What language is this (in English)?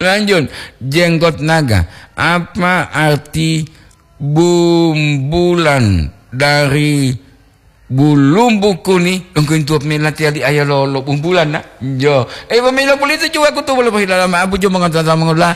Gorontalo